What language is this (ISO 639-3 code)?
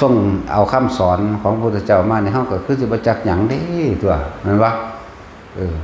lao